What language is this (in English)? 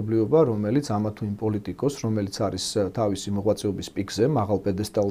Georgian